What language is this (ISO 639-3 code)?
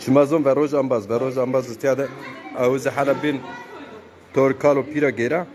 zza